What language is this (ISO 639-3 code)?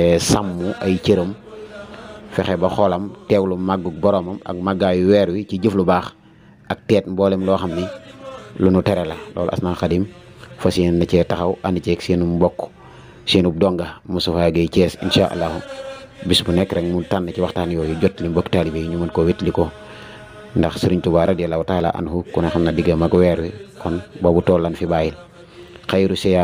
wol